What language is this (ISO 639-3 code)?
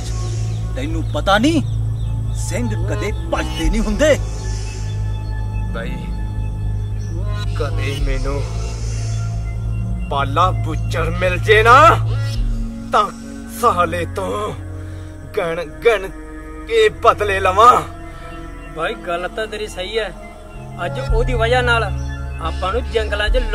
pan